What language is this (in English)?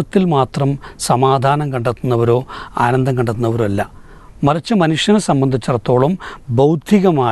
Malayalam